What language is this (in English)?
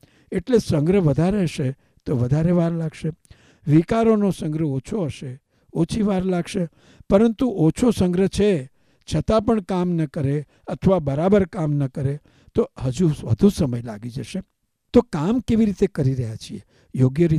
Gujarati